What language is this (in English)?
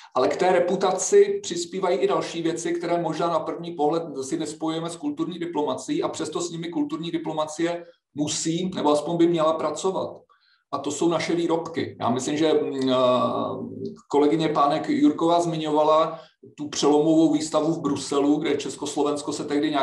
Czech